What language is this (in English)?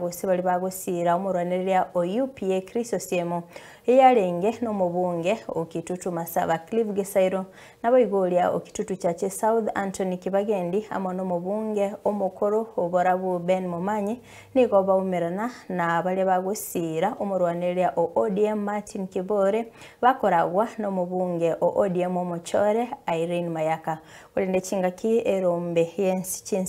Gusii